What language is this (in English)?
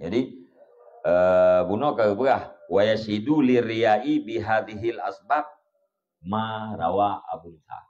Achinese